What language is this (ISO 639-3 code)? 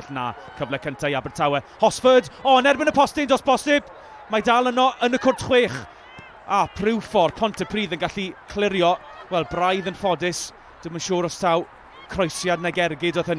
cym